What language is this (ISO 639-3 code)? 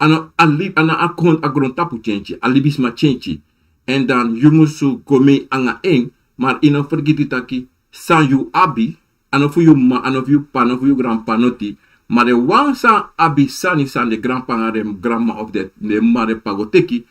srn